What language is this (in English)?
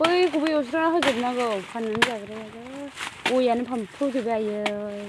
Bodo